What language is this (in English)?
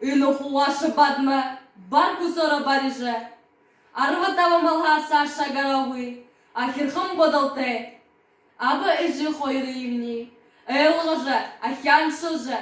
Buriat